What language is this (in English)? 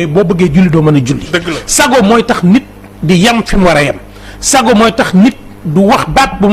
Wolof